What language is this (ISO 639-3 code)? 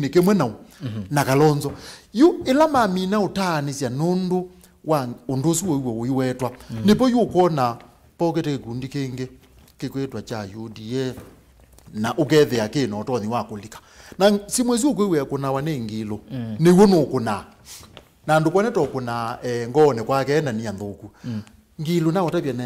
kam